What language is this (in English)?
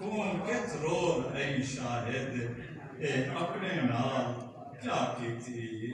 Saraiki